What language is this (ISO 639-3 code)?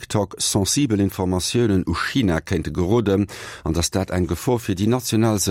ltz